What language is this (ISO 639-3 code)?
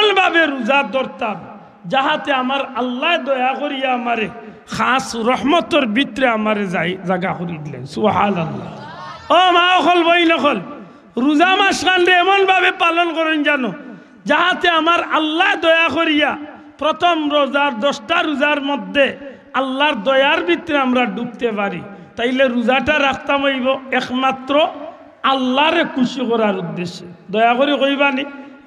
syl